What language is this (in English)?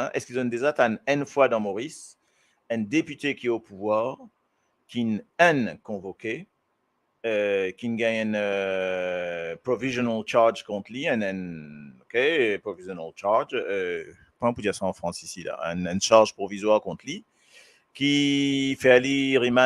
Morisyen